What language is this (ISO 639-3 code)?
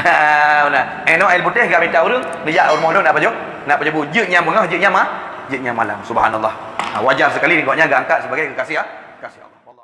ace